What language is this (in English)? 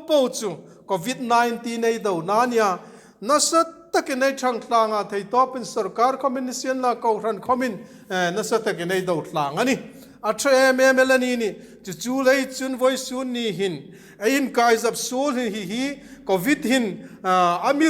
Hmar